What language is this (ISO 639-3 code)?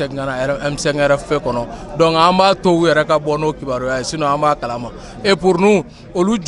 bam